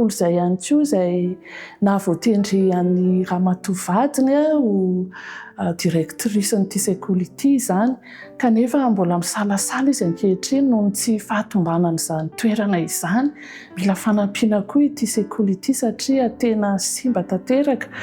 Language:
Malagasy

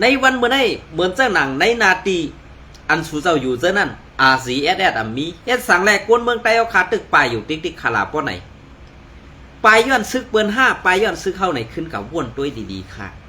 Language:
Shan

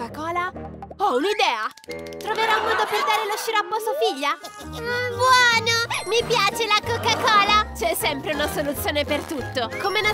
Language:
Italian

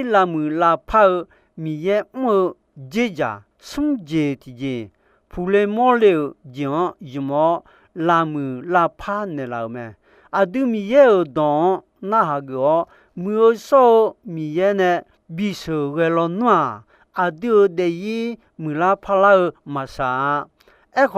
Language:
Akha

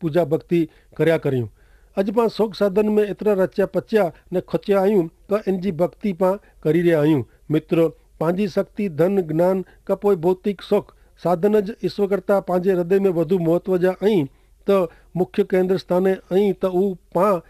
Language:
Kachhi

